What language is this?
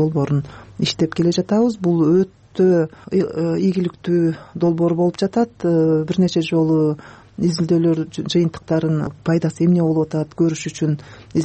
Kyrgyz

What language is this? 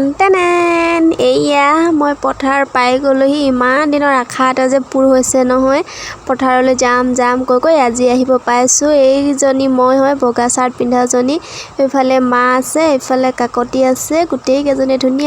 Assamese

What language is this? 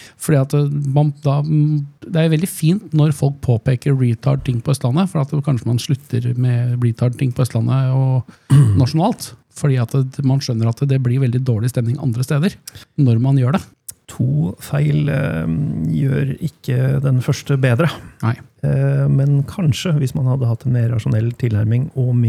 Norwegian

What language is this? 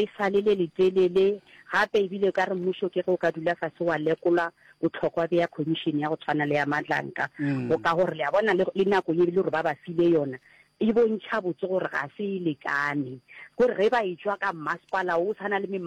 Northern Sotho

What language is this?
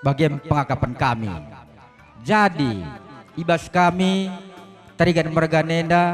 Batak Karo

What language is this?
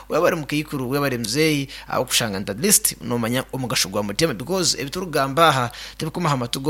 Nyankole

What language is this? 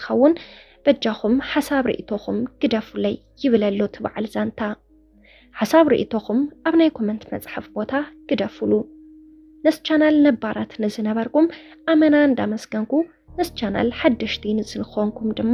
Tigrinya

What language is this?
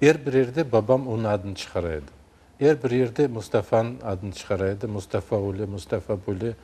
Crimean Tatar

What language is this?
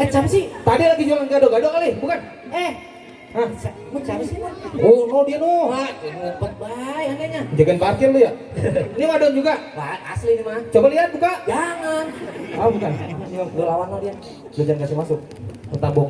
Betawi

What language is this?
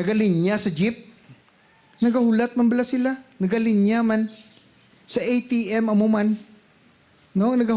Hiligaynon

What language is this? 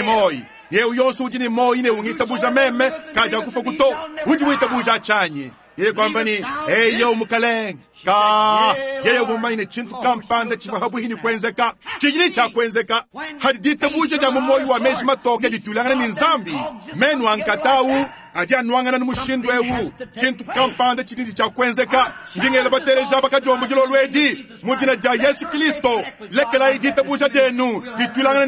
Luba-Lulua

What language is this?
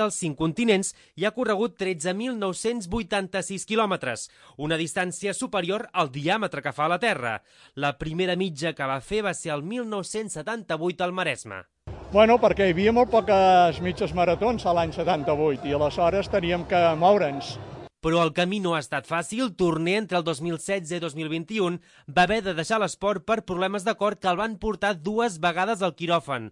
Catalan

